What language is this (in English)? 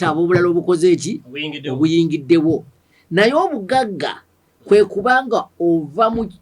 Ganda